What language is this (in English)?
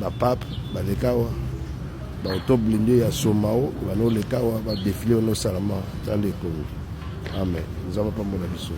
Lingala